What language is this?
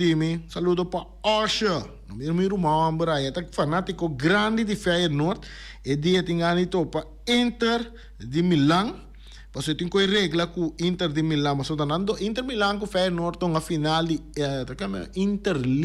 Papiamento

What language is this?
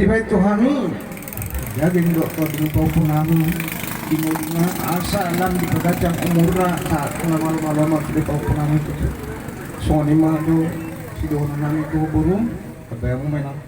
Batak Toba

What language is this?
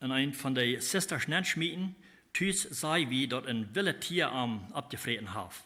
Plautdietsch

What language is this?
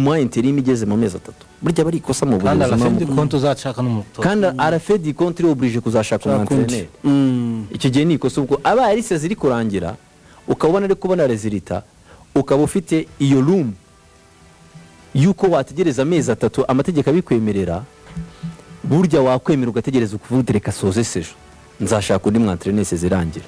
Kinyarwanda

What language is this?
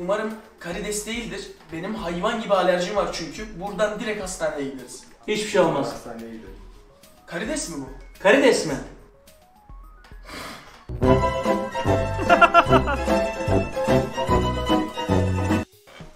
Turkish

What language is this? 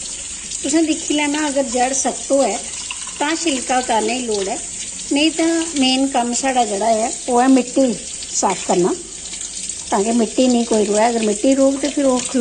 Dogri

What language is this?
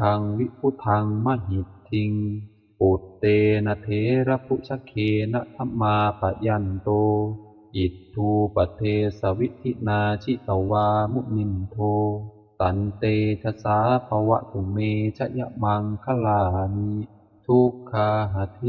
Pali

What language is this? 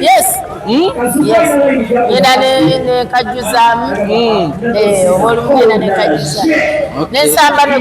Ganda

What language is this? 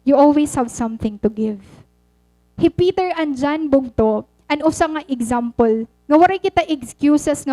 Waray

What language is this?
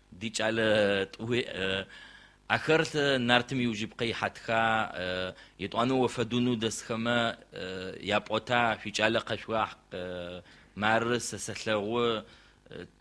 Adyghe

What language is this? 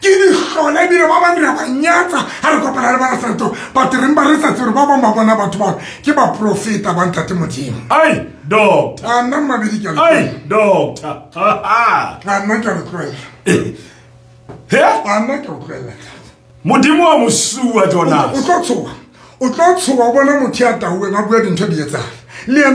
Southern Sotho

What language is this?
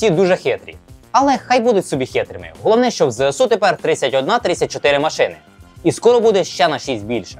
Ukrainian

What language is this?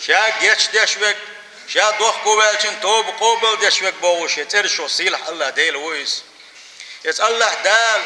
Chechen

